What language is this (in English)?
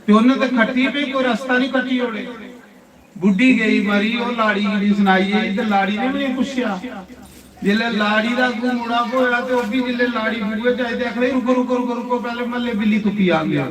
Dogri